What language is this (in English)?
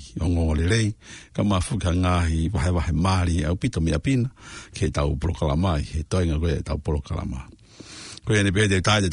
Tongan